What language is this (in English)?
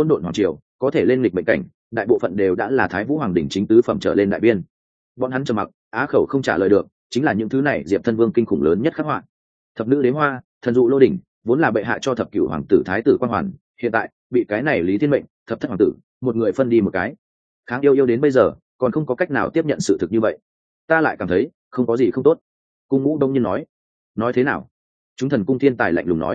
Vietnamese